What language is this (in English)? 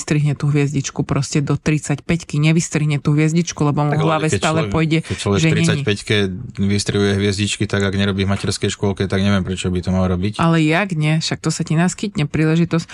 Slovak